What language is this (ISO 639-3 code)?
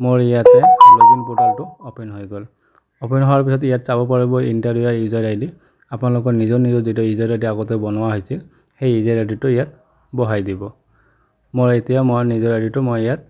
asm